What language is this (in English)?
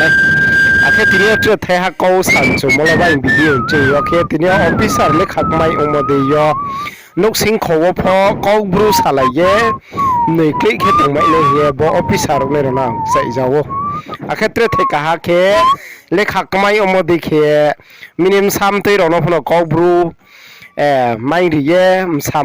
Riang (India)